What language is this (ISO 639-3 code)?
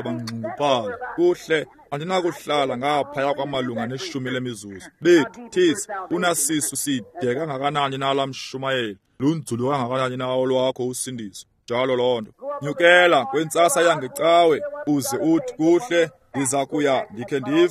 xho